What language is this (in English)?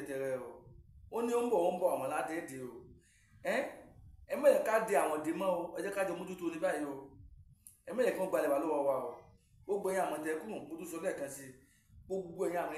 Yoruba